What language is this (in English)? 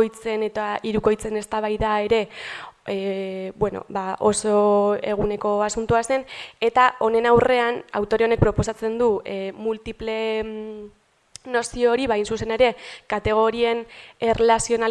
Basque